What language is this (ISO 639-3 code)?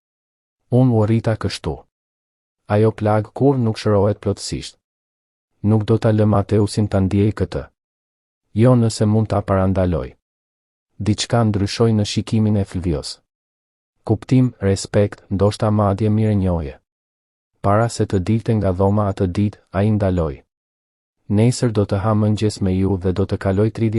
sqi